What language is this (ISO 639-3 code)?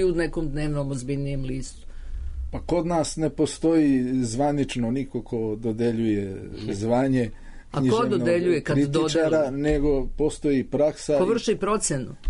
srp